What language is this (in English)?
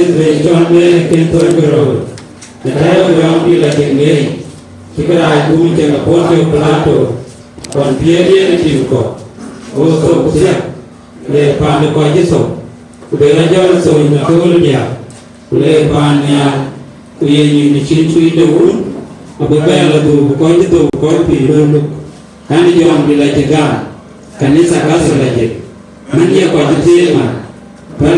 Dinka